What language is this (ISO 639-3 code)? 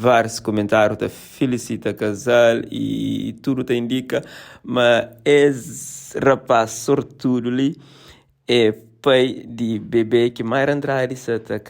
kea